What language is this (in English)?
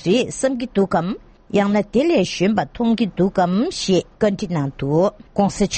Tibetan